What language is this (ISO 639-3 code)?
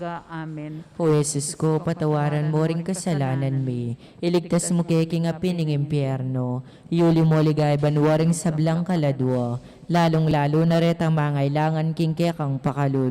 pam